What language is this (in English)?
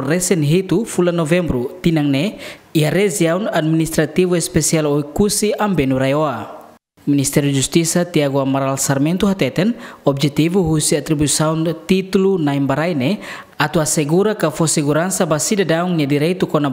Tetum